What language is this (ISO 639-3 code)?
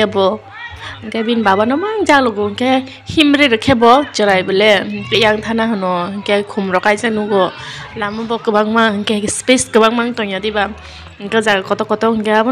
trp